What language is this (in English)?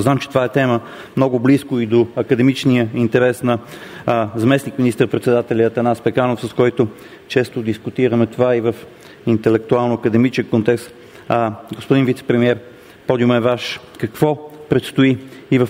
Bulgarian